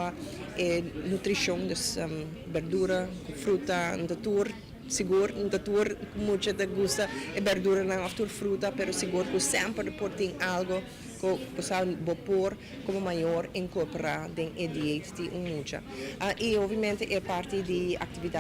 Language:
Papiamento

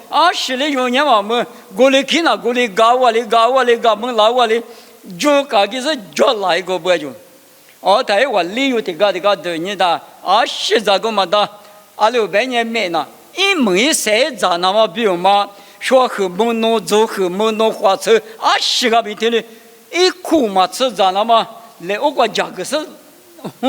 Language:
Lisu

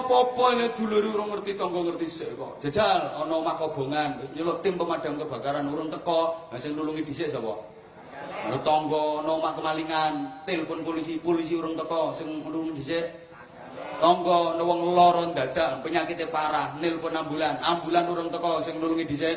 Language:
Javanese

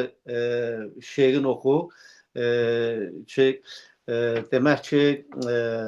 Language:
Azerbaijani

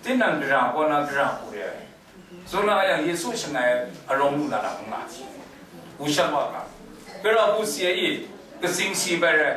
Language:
Kachin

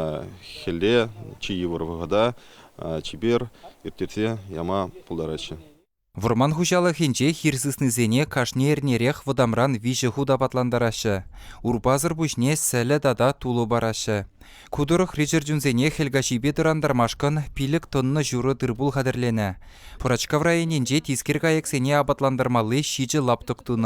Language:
Chuvash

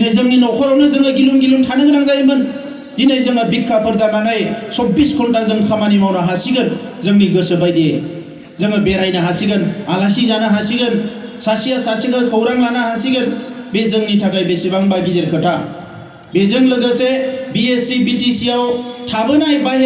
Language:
Bodo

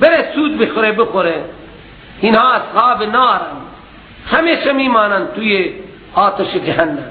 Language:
Persian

